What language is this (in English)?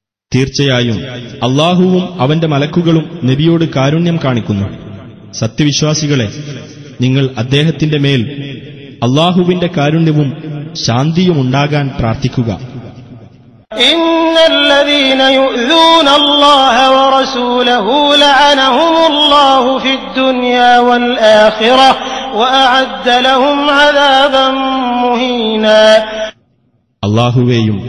Malayalam